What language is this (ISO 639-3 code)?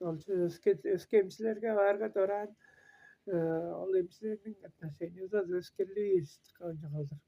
tyv